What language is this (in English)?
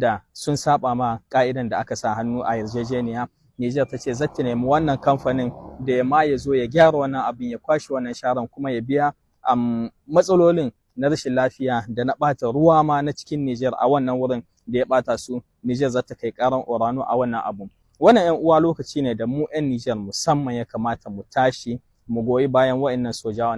Hausa